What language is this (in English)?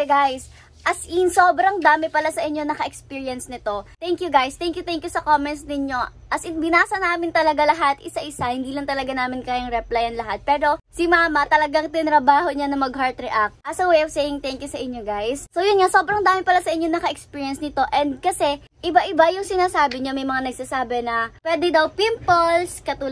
Filipino